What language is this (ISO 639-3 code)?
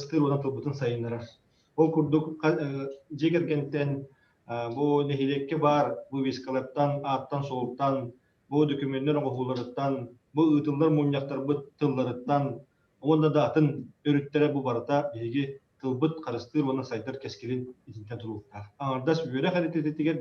sah